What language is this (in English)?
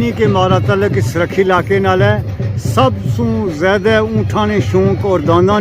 Pahari-Potwari